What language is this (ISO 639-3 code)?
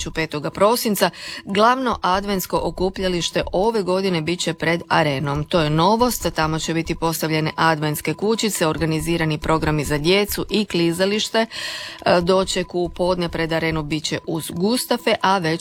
hrv